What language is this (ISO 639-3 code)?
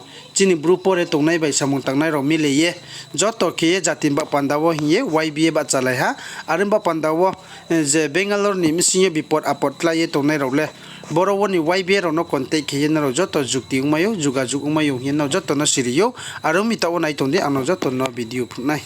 ria